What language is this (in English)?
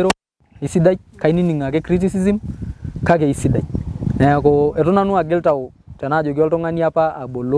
Masai